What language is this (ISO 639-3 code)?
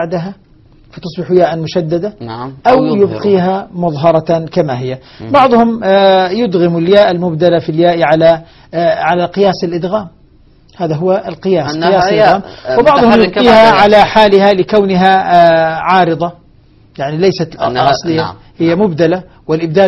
ara